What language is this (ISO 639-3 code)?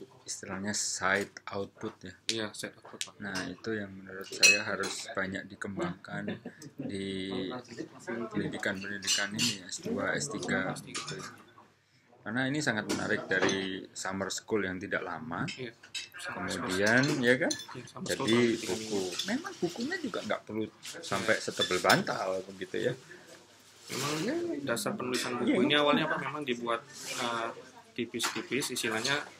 ind